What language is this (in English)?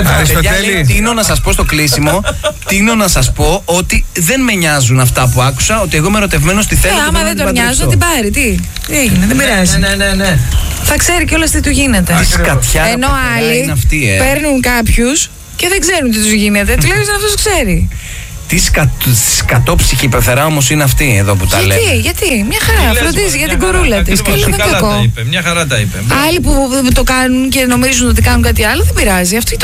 Greek